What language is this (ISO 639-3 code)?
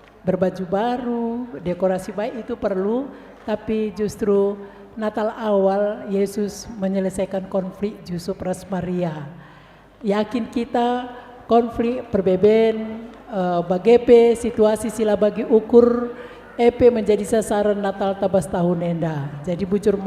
btx